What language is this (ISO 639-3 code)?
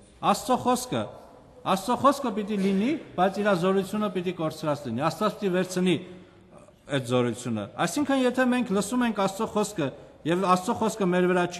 hye